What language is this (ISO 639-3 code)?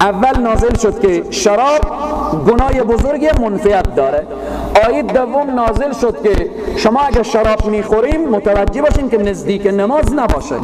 fas